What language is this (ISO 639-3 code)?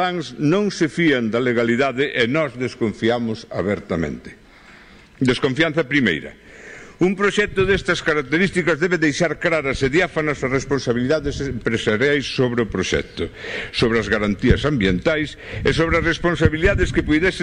glg